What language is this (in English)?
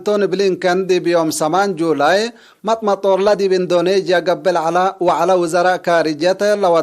Tigre